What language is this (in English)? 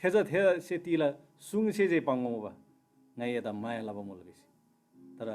Eastern Tamang